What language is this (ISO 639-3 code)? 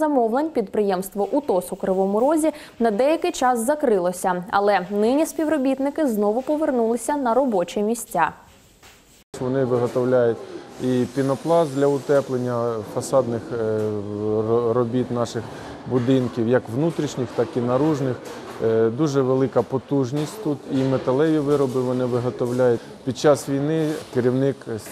ukr